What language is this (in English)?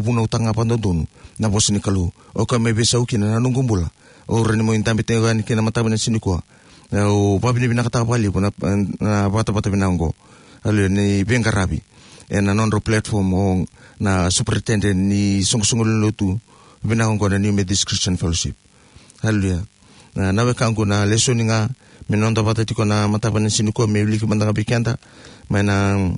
Fijian